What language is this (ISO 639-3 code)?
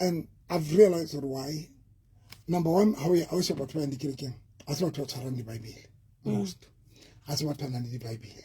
sot